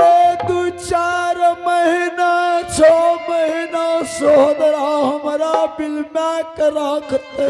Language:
Angika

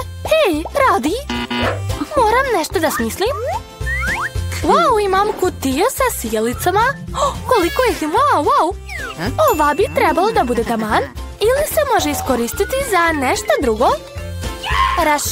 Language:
Serbian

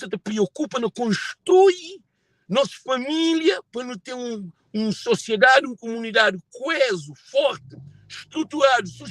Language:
Kabuverdianu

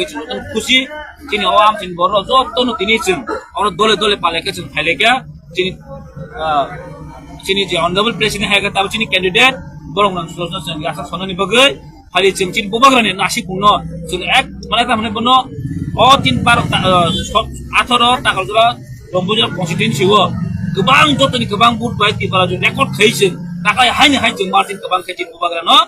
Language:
Kok Borok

